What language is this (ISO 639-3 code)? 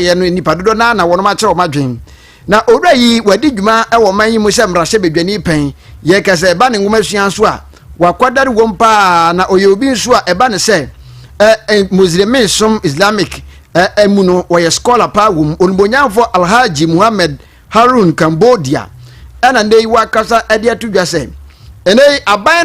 aka